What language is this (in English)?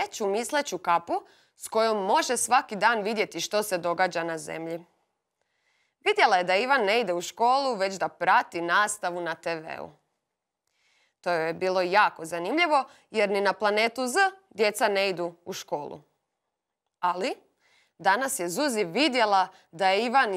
Croatian